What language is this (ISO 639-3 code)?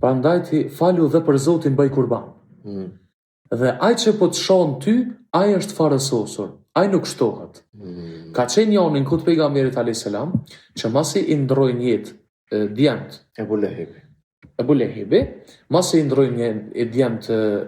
sqi